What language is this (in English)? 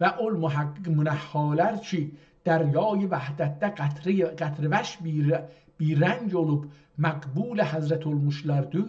South Azerbaijani